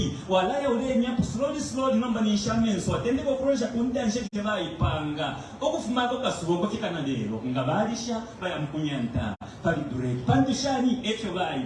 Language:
Bemba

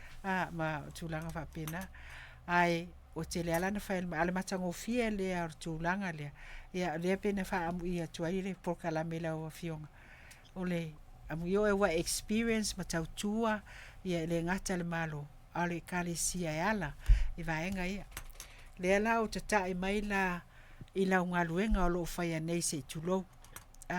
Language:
Samoan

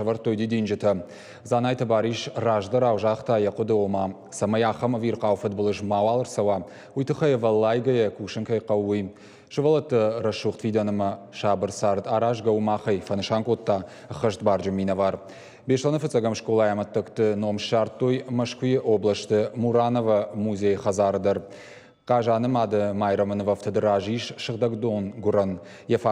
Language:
Ossetic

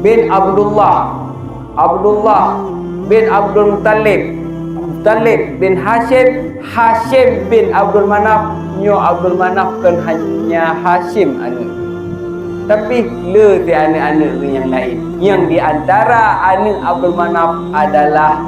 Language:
Achinese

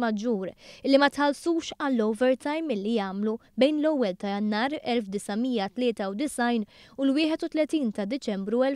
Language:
Maltese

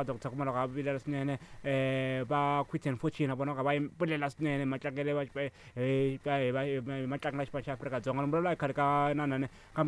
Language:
Tsonga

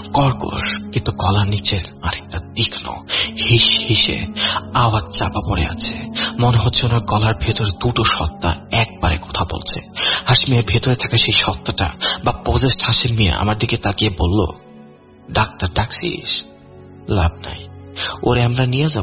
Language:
Bangla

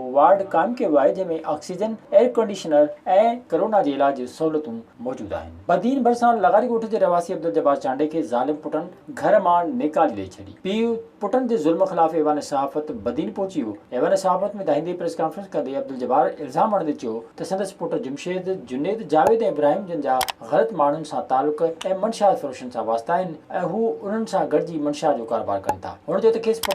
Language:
Sindhi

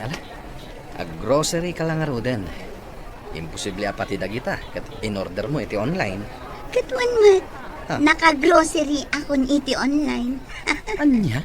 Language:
Iloko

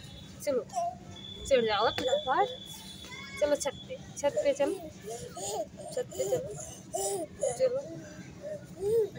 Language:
Hindi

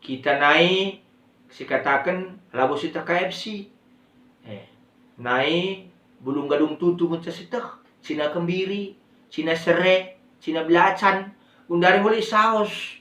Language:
Batak Karo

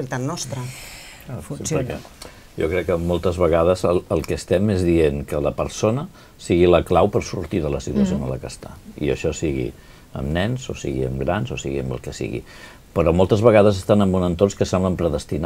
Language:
Catalan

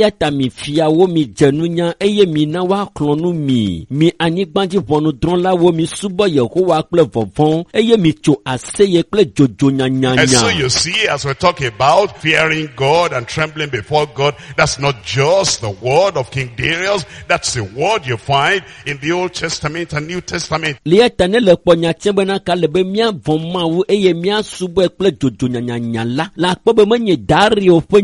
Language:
Ewe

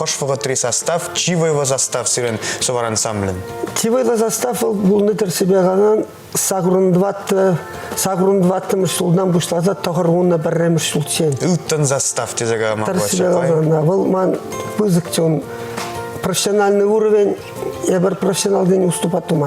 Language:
Chuvash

